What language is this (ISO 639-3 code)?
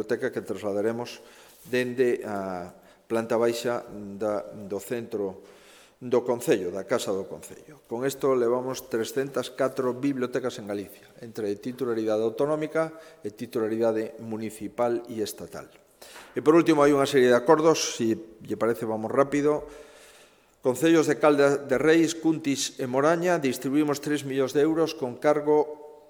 glg